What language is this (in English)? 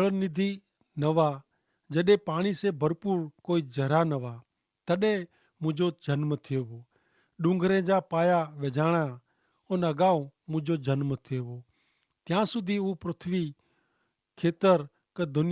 Kachhi